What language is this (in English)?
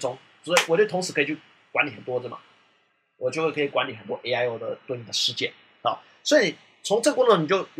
Chinese